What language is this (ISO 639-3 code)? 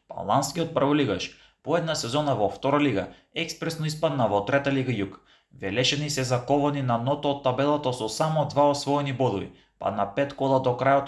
mkd